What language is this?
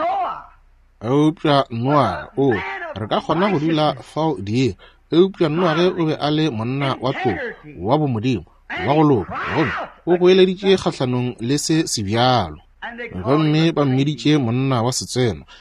Northern Sotho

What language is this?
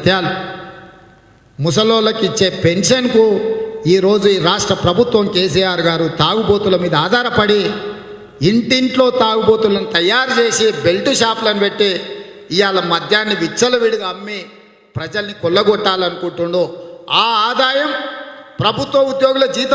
Telugu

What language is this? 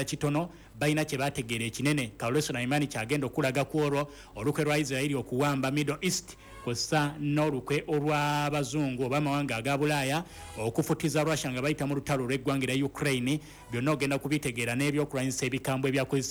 Ganda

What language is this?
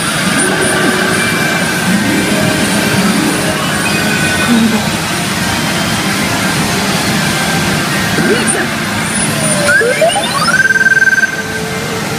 Japanese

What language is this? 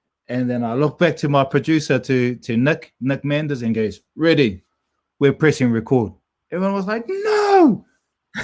Māori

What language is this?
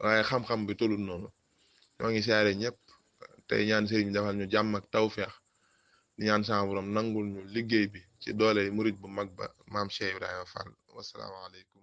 Wolof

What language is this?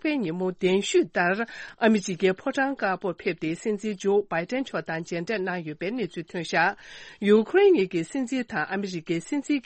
Tibetan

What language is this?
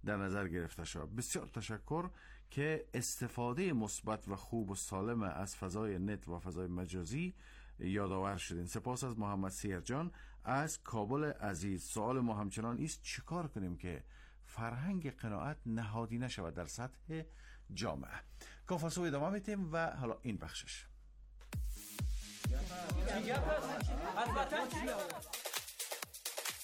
Persian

